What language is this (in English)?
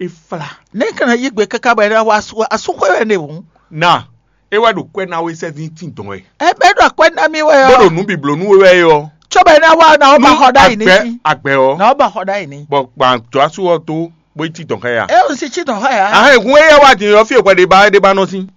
Fon